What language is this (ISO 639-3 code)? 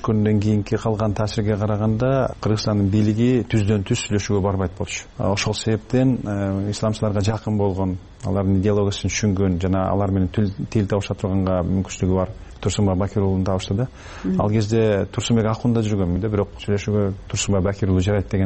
kir